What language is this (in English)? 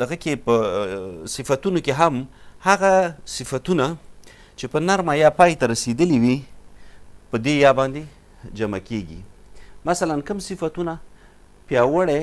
Pashto